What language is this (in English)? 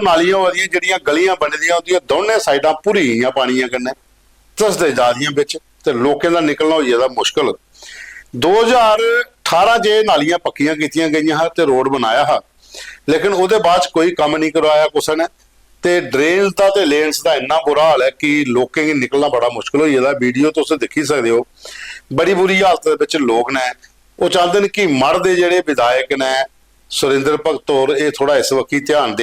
Dogri